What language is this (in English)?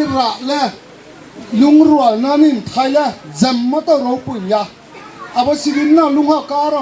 Riang (India)